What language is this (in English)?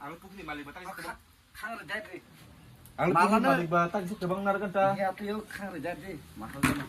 Kok Borok